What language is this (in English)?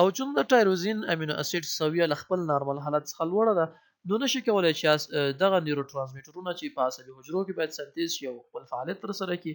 Pashto